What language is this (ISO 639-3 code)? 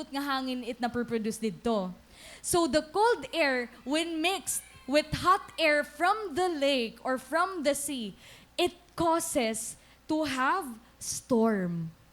war